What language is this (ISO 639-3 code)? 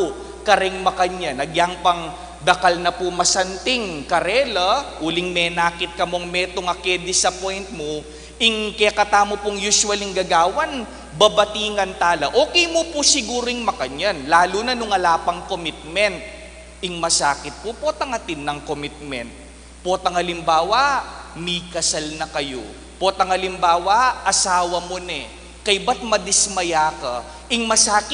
pam